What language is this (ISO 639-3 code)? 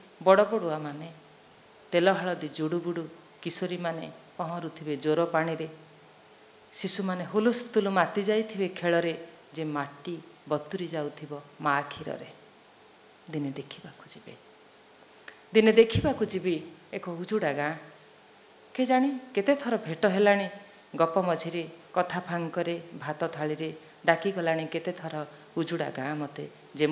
ori